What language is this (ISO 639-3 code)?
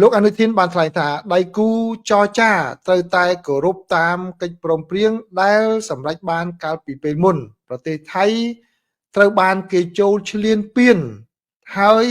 khm